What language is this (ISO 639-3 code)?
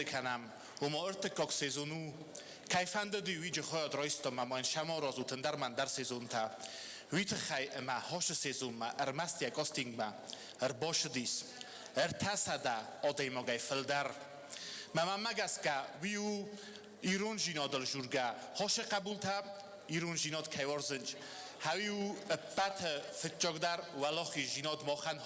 oss